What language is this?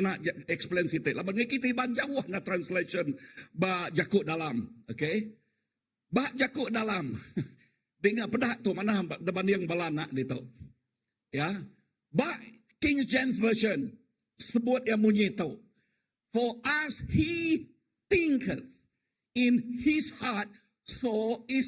Iban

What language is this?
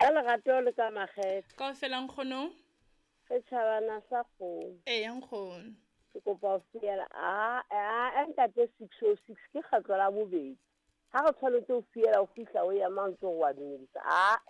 Southern Sotho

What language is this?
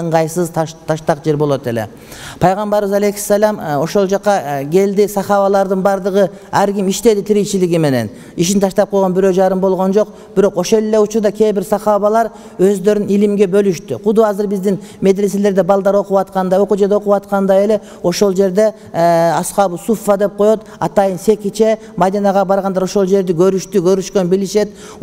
Kyrgyz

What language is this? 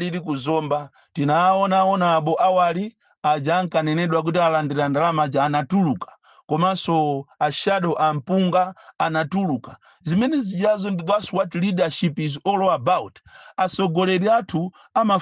Nyanja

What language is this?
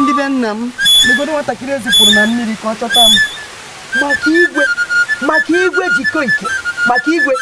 Igbo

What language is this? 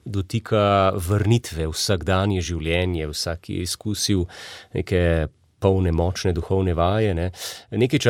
Slovenian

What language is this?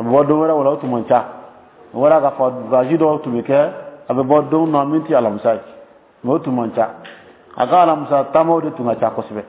Dyula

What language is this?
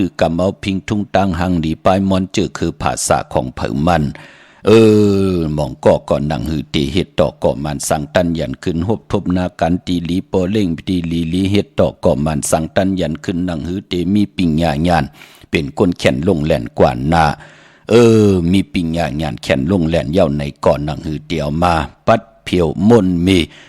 Shan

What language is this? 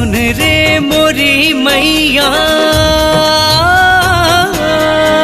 Bhojpuri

